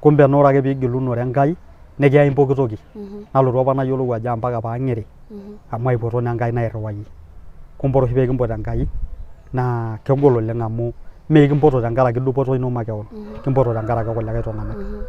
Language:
Masai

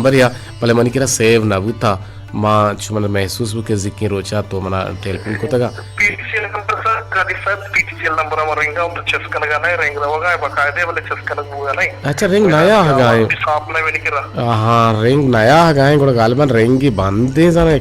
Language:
Baluchi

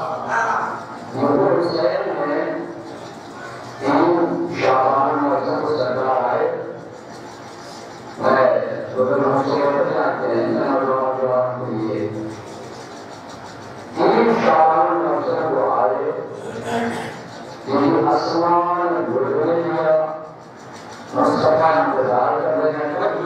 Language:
Urdu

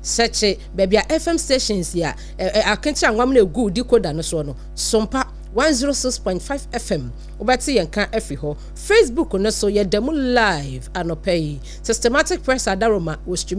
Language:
Akan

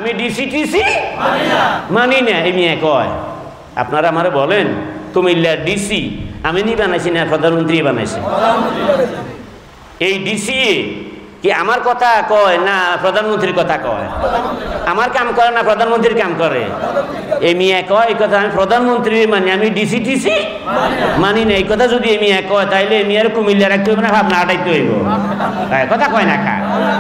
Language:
Bangla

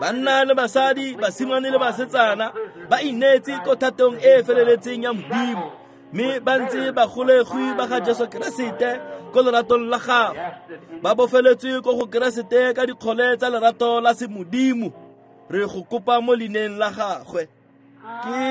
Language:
Tswana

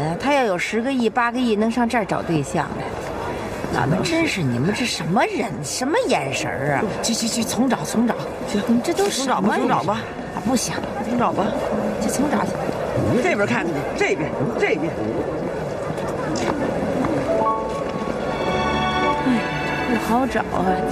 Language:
Chinese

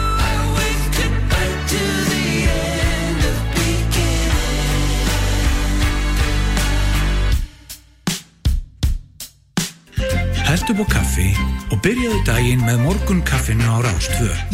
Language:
Icelandic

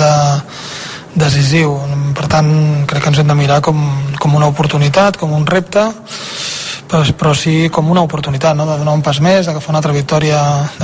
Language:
Catalan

